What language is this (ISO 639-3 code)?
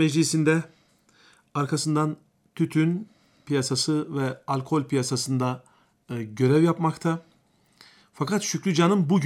tur